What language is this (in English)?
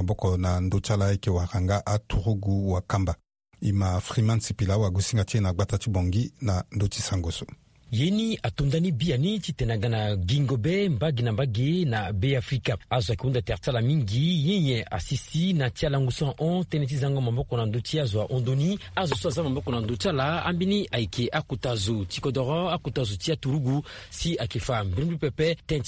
Sango